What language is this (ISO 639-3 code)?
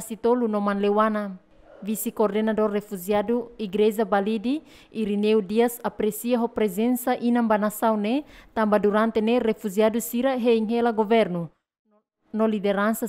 tet